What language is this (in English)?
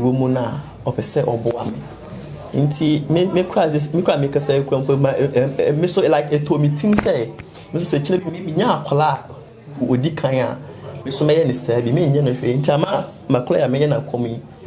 Akan